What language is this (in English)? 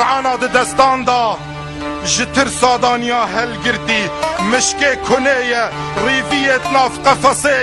Kurdish